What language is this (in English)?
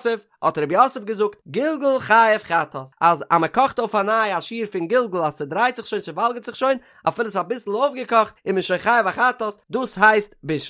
Yiddish